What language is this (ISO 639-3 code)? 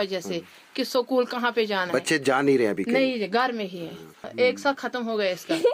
hin